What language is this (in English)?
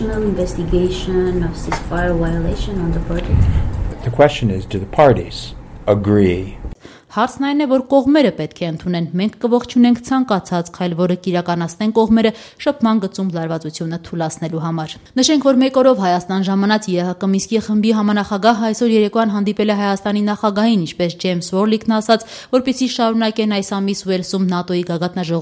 Armenian